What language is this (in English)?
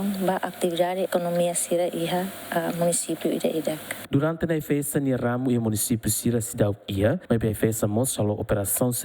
Tetum